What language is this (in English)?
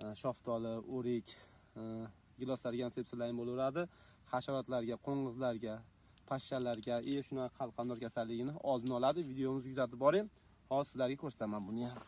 Uzbek